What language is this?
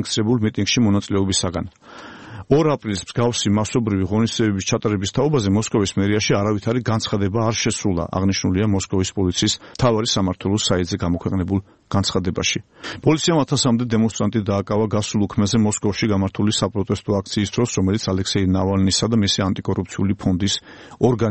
Georgian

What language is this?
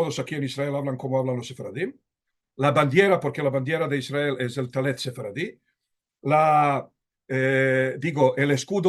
Ladino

